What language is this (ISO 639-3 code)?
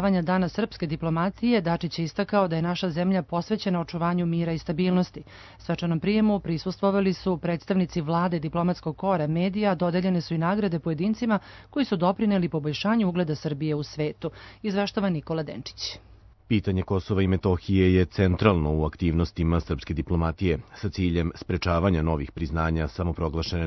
srp